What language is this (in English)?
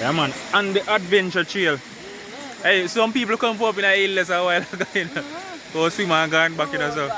Jamaican Creole English